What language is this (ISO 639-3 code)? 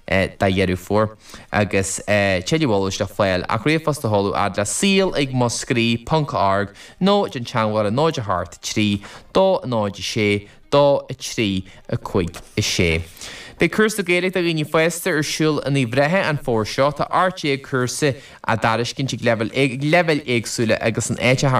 gle